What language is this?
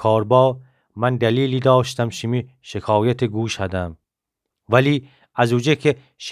Gilaki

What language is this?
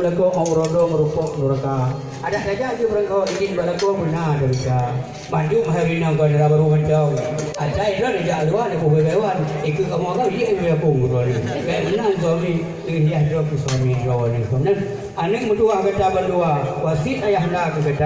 Achinese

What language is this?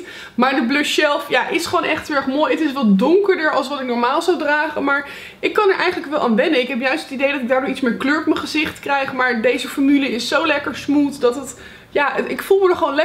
Dutch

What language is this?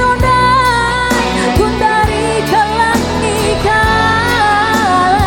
Batak Karo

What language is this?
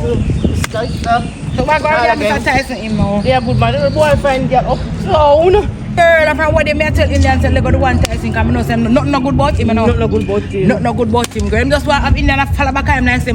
Jamaican Creole English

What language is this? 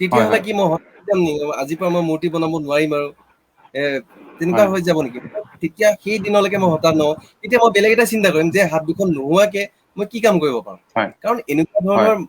Assamese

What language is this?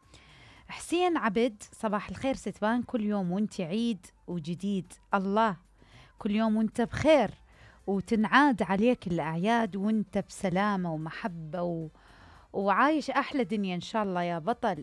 Mesopotamian Arabic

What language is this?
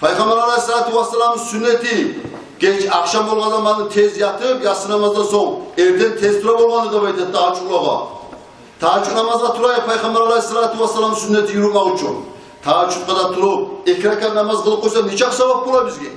Kumyk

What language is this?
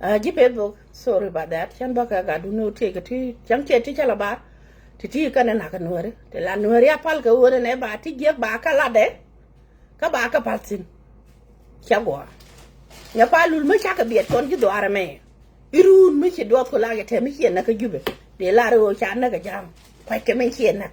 Nuer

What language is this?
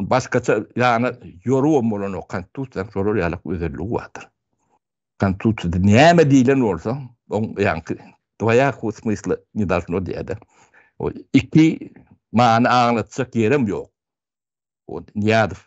Turkmen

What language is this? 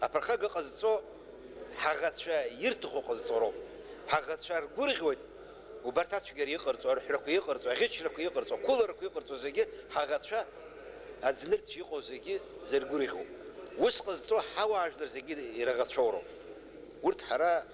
Abkhazian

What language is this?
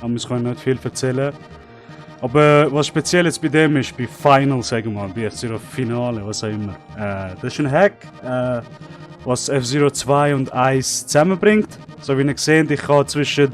Swiss German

